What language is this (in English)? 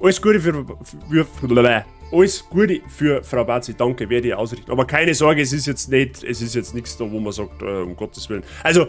Bavarian